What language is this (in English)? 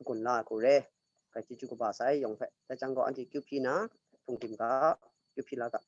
Kachin